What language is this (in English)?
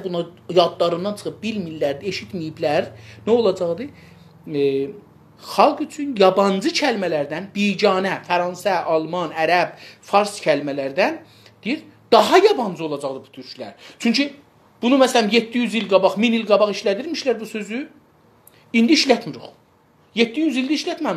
South Azerbaijani